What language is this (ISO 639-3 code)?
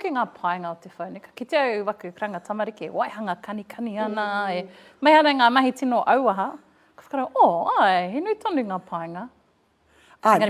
mri